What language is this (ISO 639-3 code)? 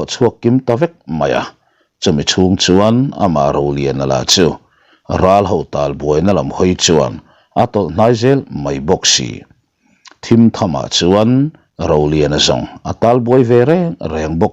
lus